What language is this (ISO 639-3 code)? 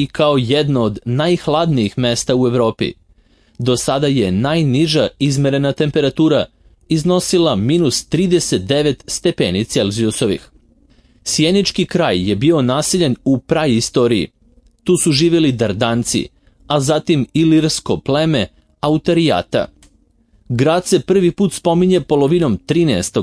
srp